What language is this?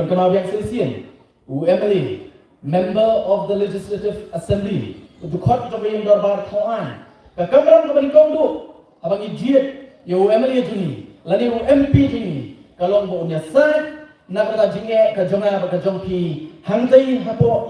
Khasi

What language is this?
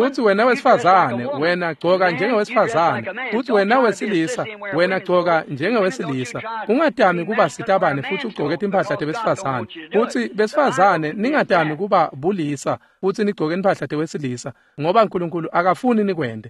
Swati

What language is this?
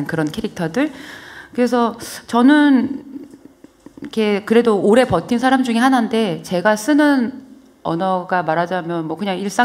Korean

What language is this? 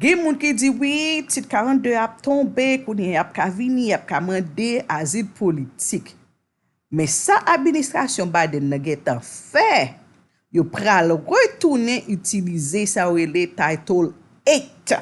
Haitian Creole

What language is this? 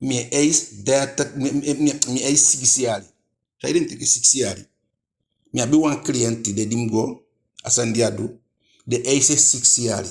Eastern Maroon Creole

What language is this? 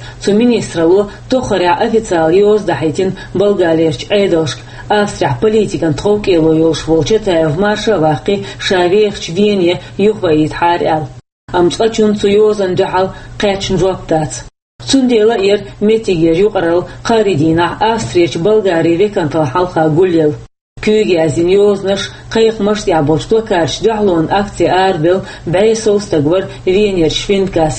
Chechen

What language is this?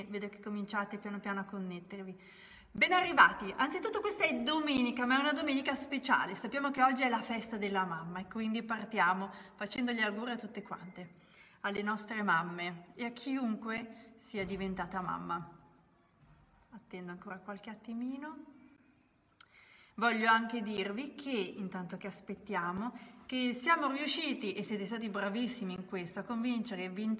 Italian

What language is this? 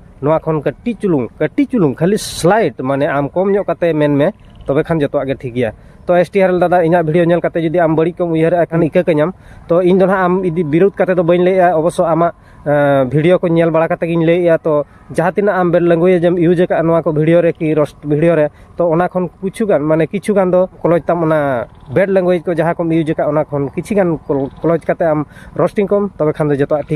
Santali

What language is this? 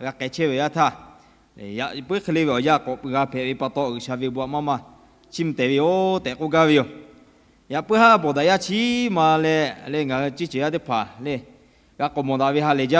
Lahu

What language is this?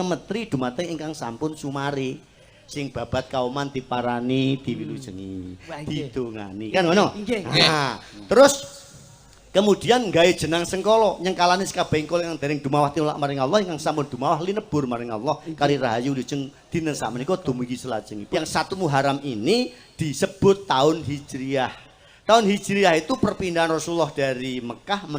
Javanese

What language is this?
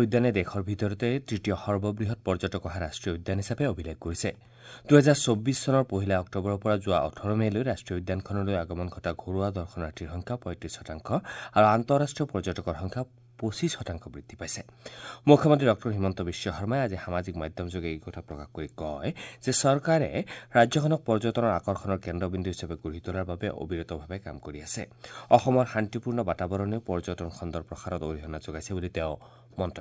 Assamese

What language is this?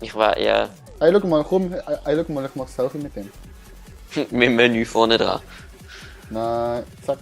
Swiss German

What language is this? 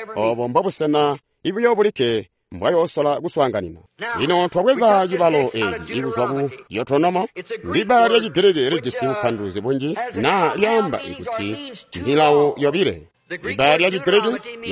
Tonga (Zambia)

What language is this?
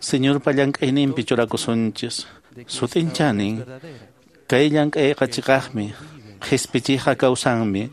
Quechua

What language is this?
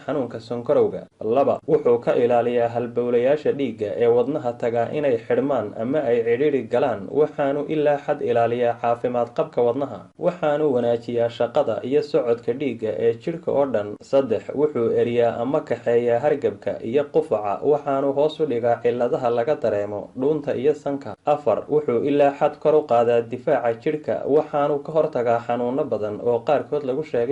Somali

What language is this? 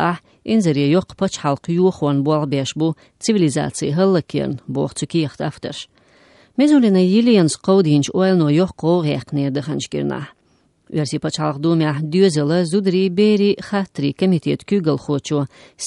Lithuanian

